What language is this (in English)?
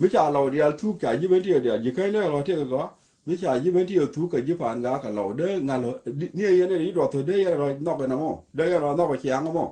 Nuer